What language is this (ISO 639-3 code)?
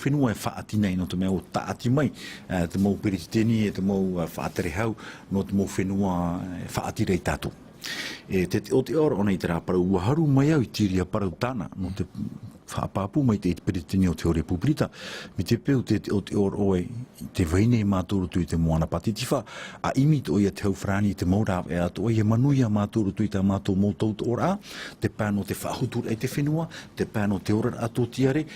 tah